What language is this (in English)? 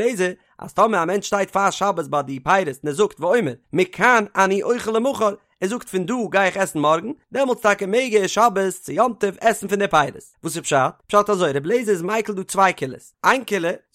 Yiddish